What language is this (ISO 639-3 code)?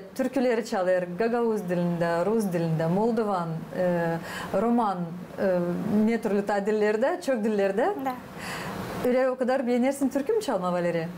gag